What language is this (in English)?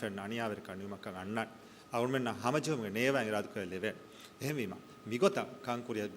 Divehi